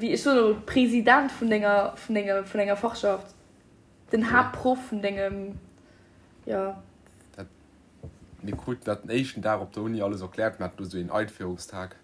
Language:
Luxembourgish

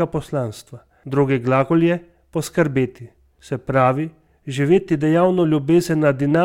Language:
Slovenian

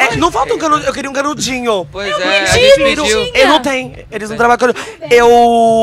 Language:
Portuguese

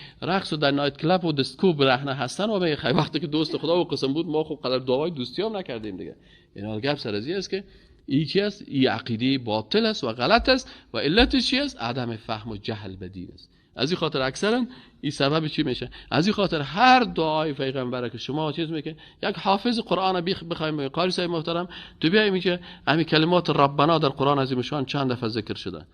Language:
Persian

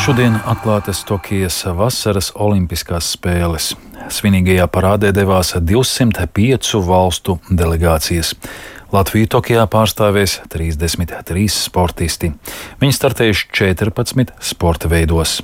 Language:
Latvian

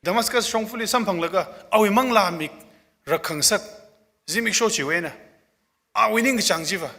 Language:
Tangkhul Naga (India)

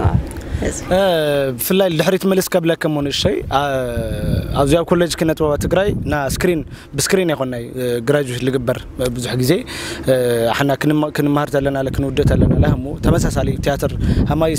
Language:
Tigrinya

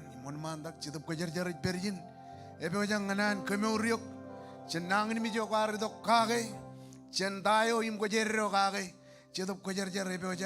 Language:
Marshallese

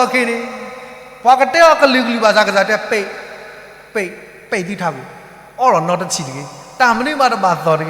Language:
S'gaw Karen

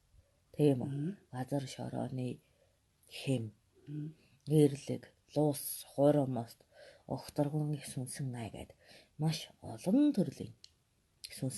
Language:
Mongolian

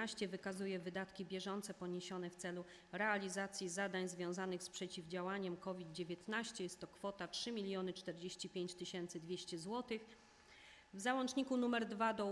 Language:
Polish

